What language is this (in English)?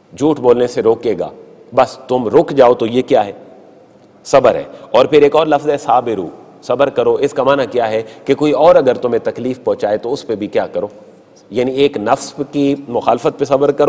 Urdu